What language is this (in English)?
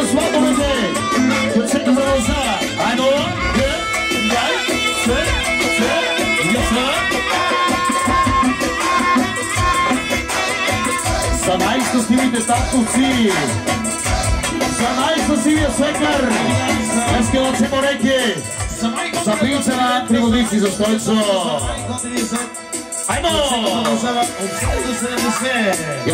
Bulgarian